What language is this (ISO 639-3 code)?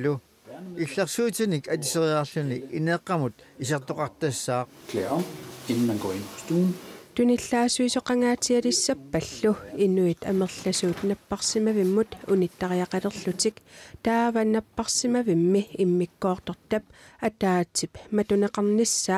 kal